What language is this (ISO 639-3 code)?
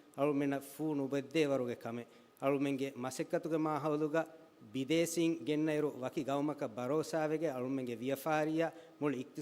div